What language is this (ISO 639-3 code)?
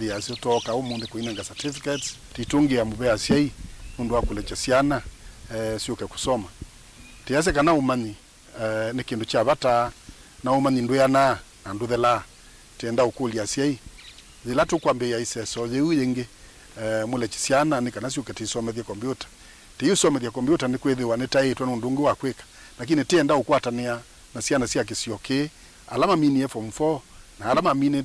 kam